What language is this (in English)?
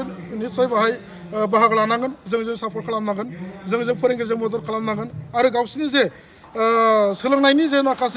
Bodo